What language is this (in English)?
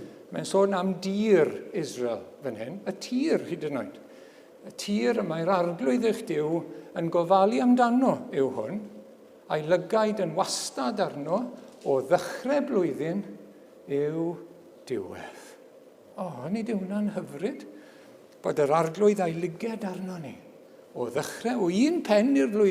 Welsh